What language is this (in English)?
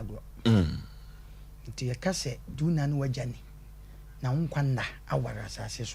Akan